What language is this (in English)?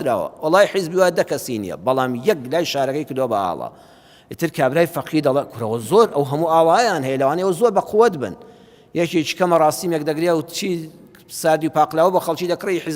Central Kurdish